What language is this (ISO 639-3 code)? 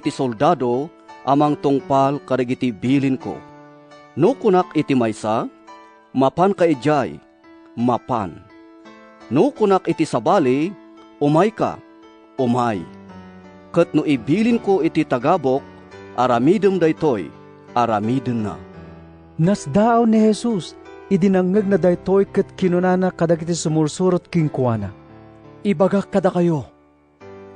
ilo